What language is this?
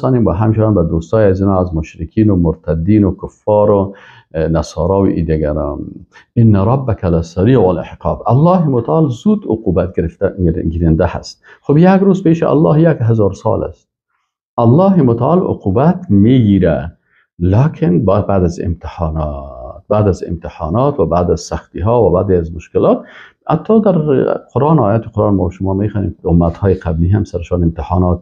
Persian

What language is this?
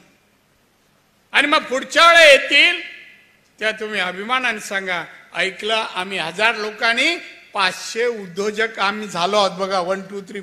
Marathi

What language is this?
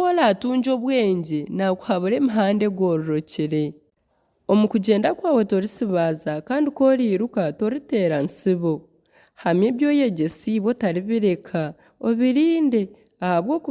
Nyankole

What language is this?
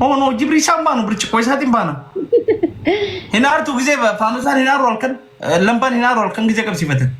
Oromo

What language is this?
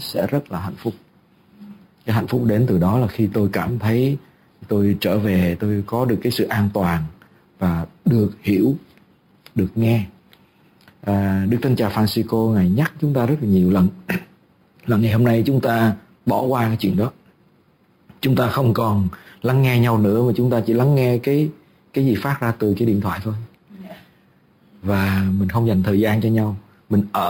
Vietnamese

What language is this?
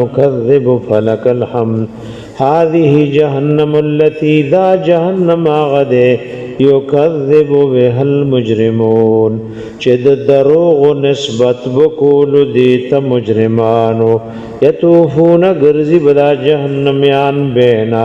Pashto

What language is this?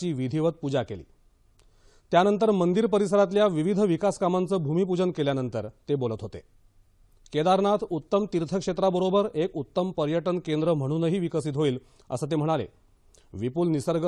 Marathi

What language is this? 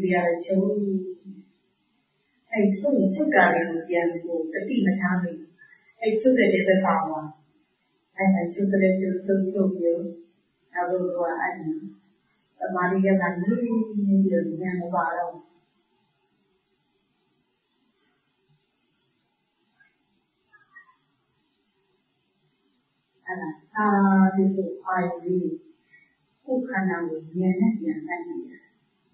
Burmese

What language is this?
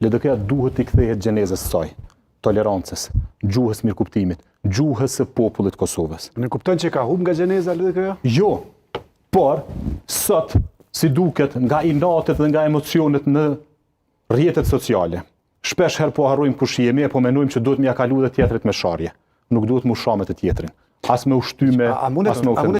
Albanian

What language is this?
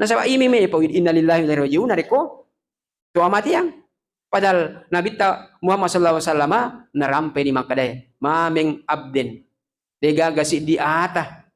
Buginese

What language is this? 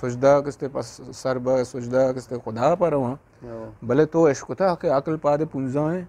Eastern Balochi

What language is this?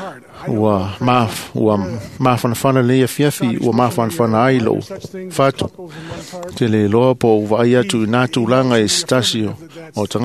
Samoan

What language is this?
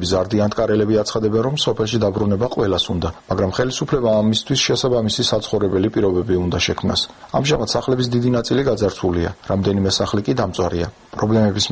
Georgian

